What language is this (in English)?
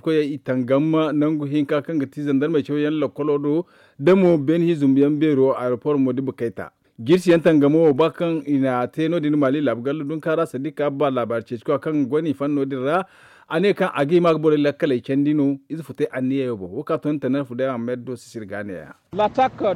Zarma